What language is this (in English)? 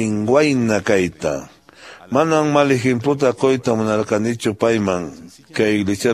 Quechua